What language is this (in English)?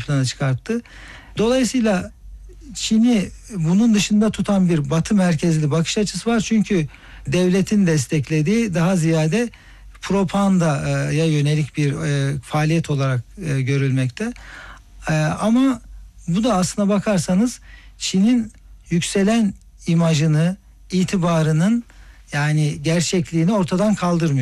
Turkish